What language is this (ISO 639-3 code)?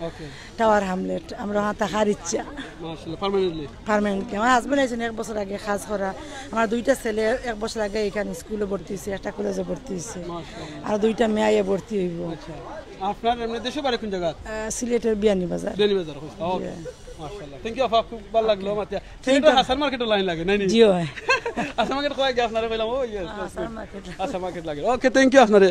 syl